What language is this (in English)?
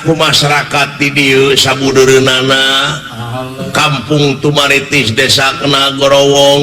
Sundanese